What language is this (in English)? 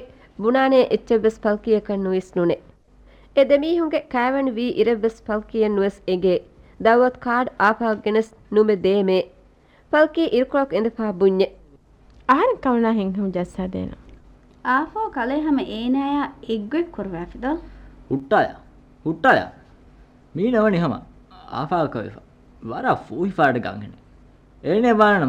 Divehi